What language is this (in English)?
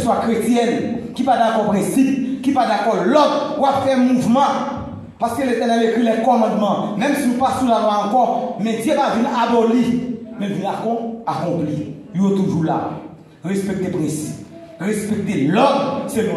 Haitian Creole